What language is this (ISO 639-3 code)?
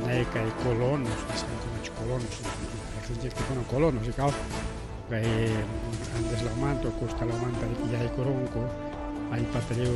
quy